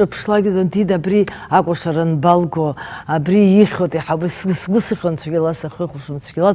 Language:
Abkhazian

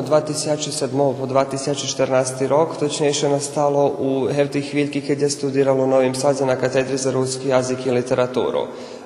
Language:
Rusyn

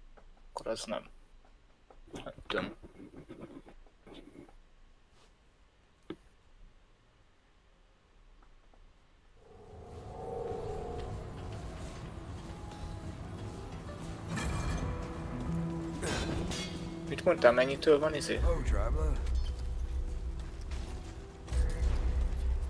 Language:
Hungarian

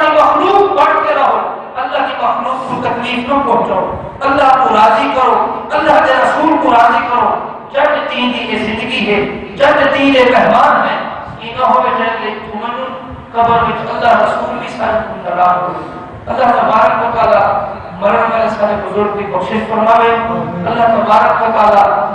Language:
Saraiki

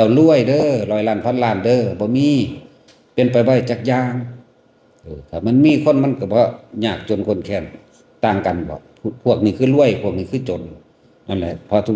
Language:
Northeastern Thai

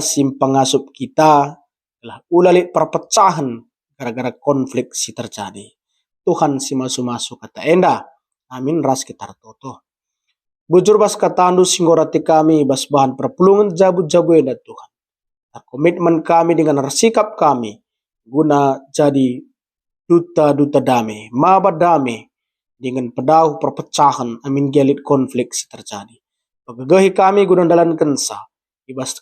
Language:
Batak Karo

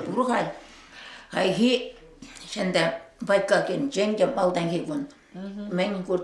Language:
Chuvash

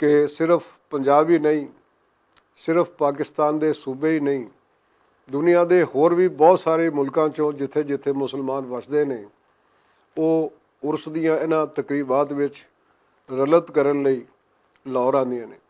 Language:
Western Panjabi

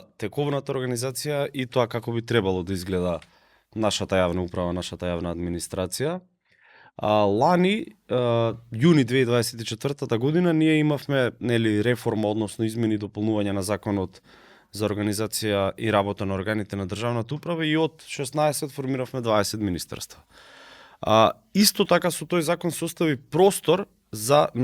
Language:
Macedonian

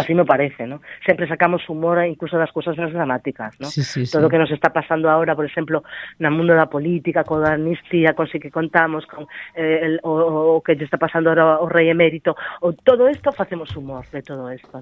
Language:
Galician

